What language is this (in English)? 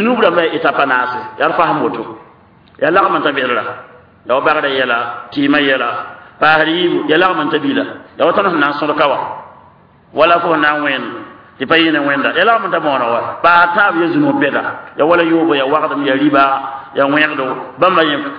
Mossi